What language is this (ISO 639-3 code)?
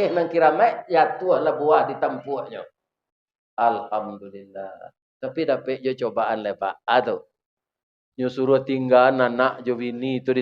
min